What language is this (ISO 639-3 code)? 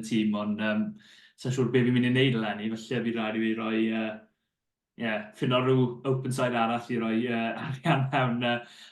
cym